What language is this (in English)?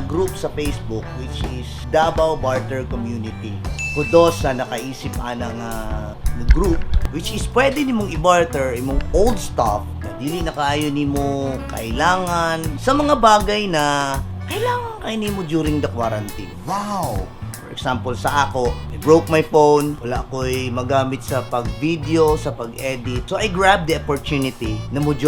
Cebuano